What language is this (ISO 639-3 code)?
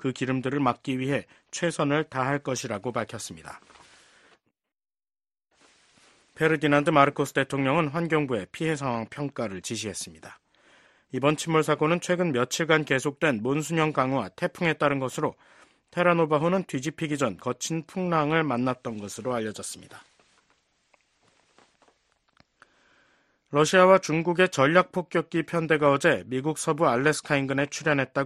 kor